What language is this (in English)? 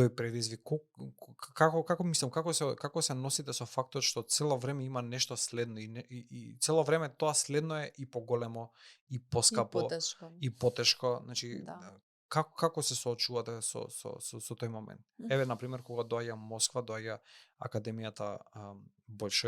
Macedonian